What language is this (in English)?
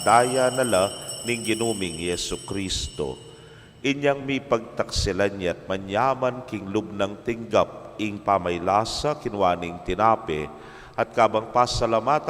Pampanga